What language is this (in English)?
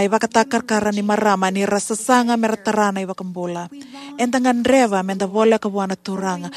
Fijian